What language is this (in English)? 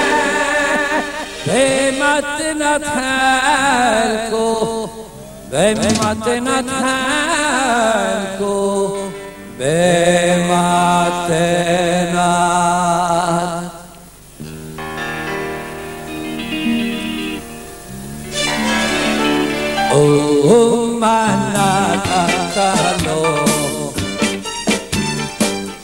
Hebrew